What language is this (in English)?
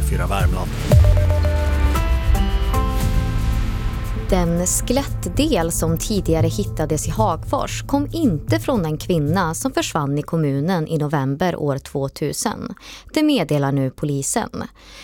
Swedish